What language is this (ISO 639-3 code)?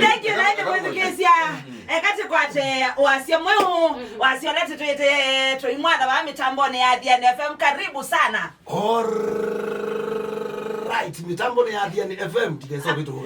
kam